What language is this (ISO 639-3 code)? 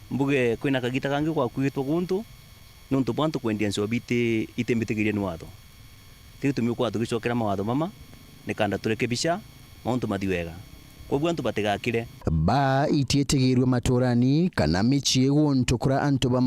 mer